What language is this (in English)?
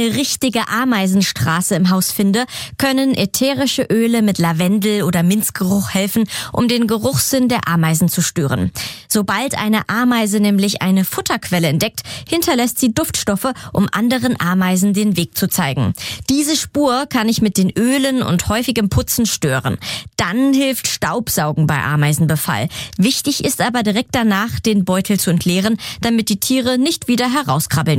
German